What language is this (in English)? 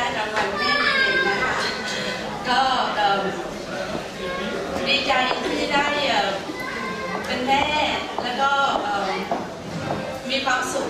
Thai